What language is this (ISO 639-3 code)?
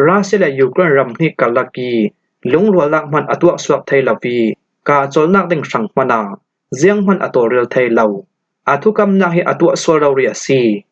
cfm